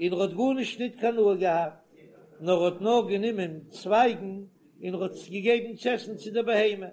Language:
Yiddish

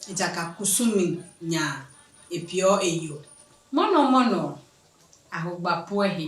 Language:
Adangme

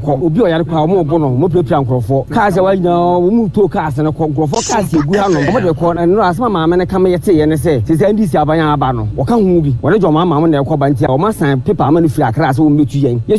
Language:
Akan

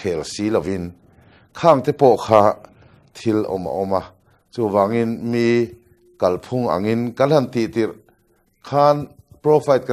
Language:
Mizo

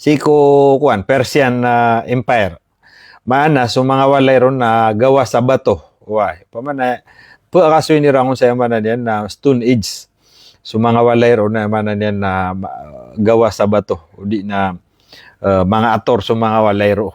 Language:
Maranao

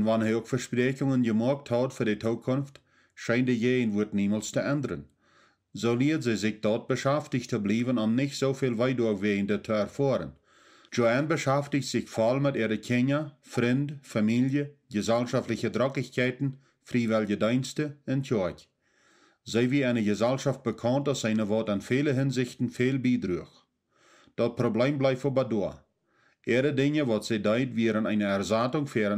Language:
Plautdietsch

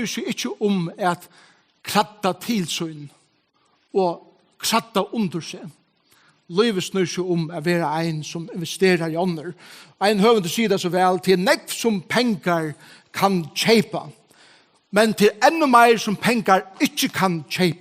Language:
Faroese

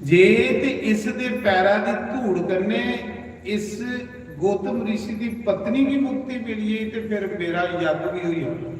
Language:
Dogri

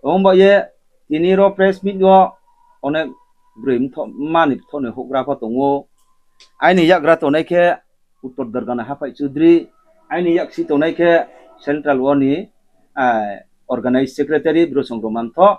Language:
Riang (India)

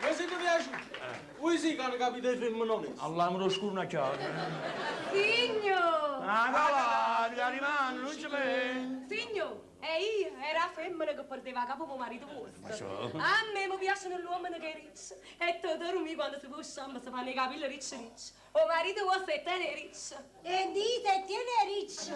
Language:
Neapolitan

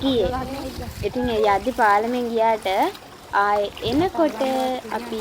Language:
Sinhala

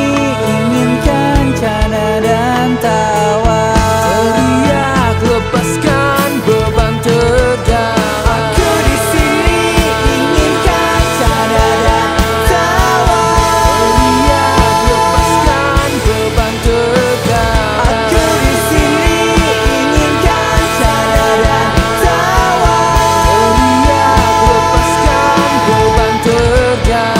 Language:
Indonesian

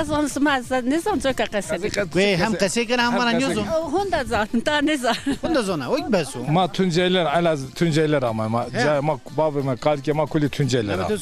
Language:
Zaza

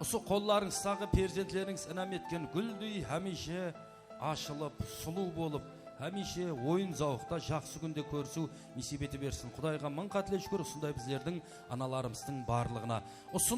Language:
Kara-Kalpak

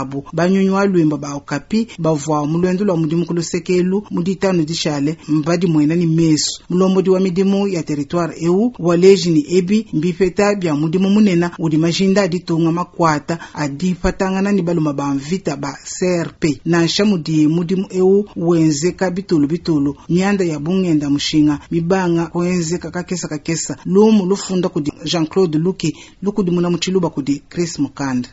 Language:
Luba-Lulua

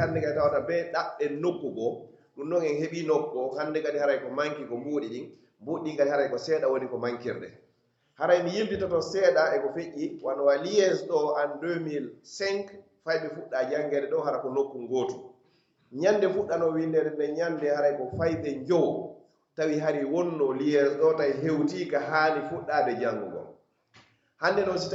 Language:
Pular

